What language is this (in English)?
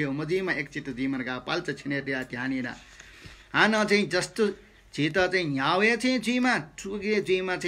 Newari